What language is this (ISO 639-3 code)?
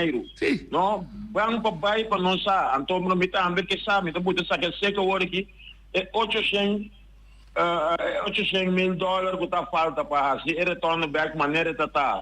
pap